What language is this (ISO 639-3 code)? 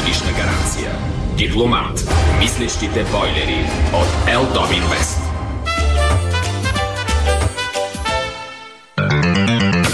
bul